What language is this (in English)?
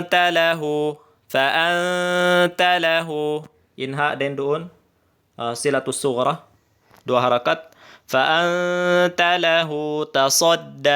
Tausug